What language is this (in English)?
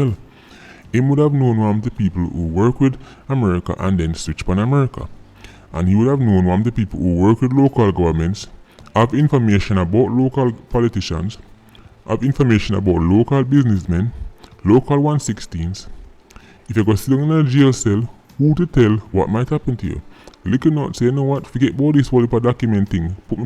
Jamaican Creole English